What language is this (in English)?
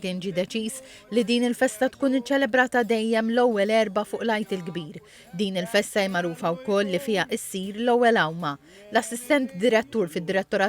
Maltese